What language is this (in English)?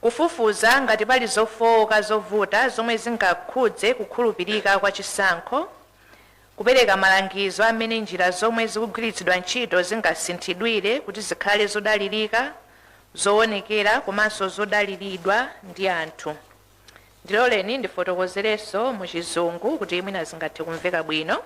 Nyanja